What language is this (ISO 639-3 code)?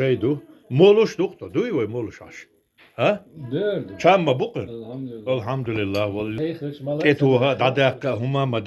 che